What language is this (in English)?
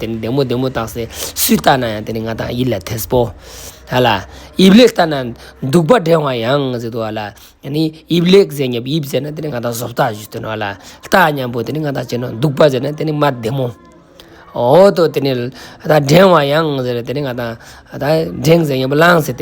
Ladakhi